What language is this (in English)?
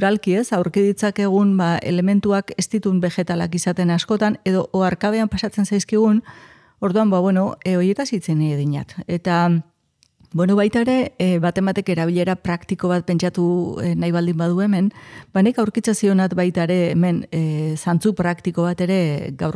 Basque